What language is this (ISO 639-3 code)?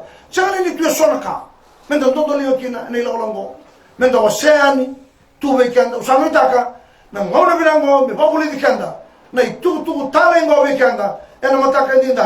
fij